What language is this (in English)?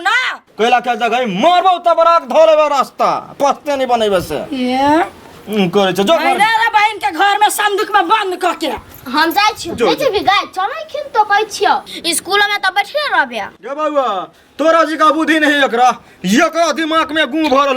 Maithili